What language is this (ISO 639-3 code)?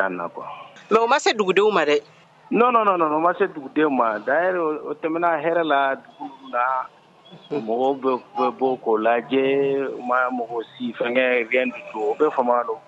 bam